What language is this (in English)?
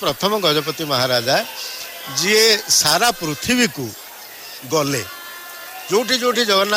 Odia